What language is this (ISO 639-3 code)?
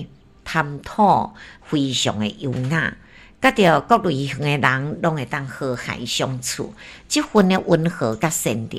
nan